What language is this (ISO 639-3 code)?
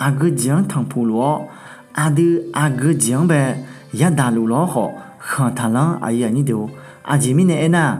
ahk